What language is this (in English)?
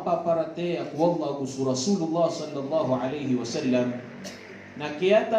Maranao